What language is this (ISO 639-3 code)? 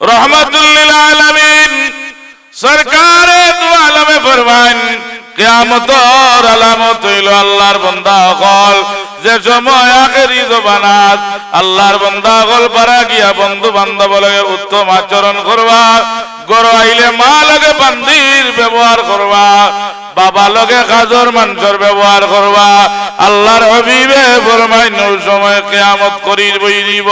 syl